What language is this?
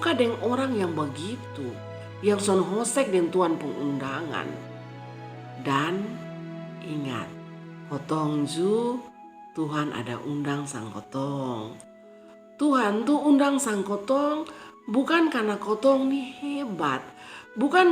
Kupang Malay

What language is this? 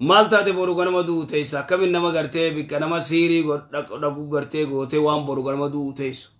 Oromo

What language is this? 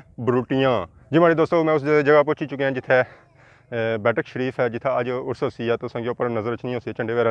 Pahari-Potwari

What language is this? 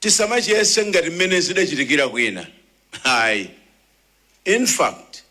Nyanja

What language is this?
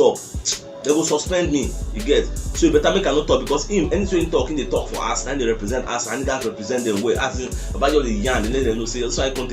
Nigerian Pidgin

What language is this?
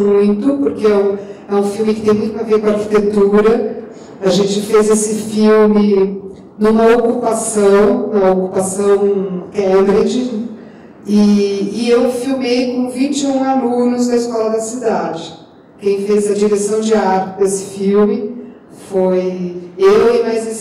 Portuguese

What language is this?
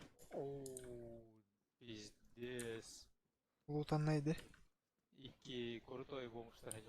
Yakut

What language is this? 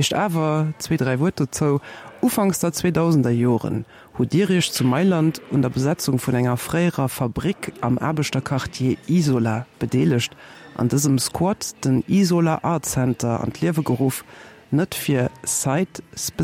Luxembourgish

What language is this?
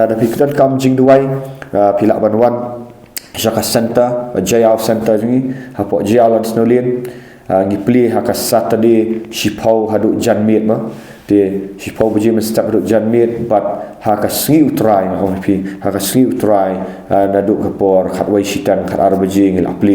Khasi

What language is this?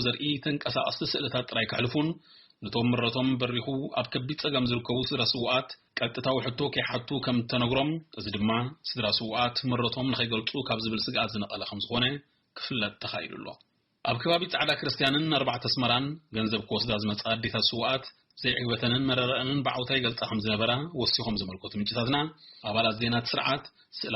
Tigrinya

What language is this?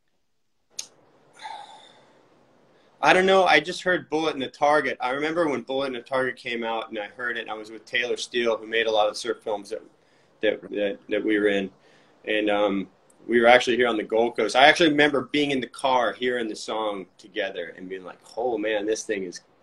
English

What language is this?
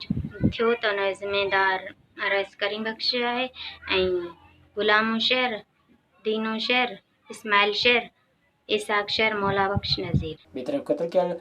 Sindhi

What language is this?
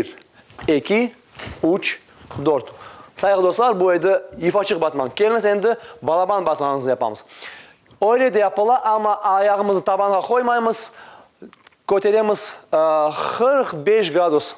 Crimean Tatar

